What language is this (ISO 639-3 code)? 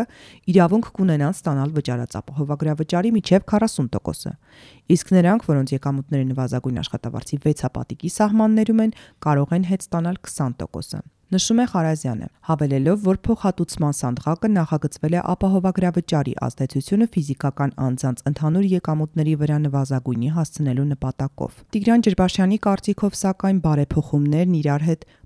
hye